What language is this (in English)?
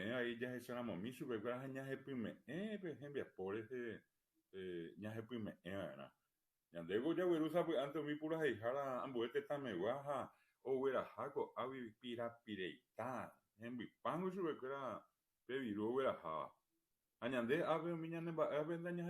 Guarani